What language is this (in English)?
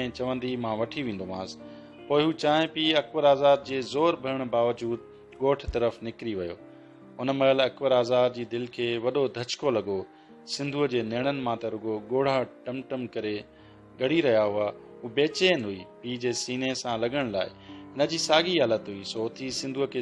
Sindhi